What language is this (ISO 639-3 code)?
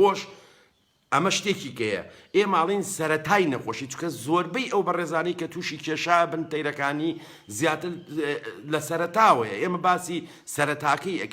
ckb